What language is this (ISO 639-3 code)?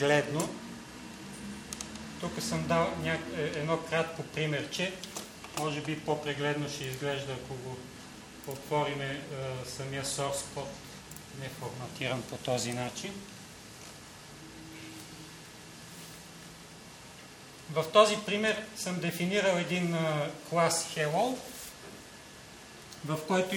bul